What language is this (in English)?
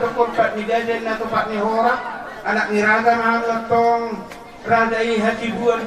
Batak Toba